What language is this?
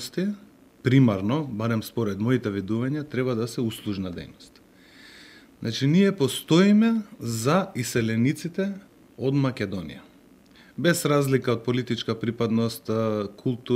Macedonian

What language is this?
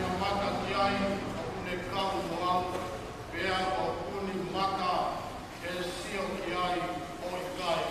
Tongan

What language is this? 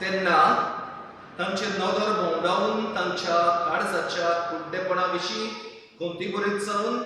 Konkani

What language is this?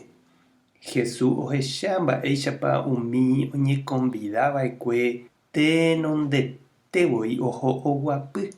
Guarani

